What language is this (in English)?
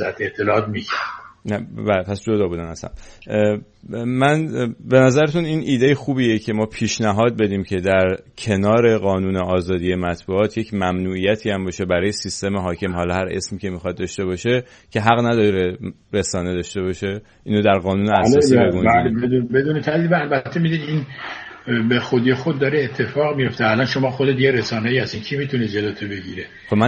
Persian